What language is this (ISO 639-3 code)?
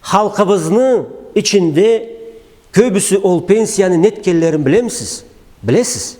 krc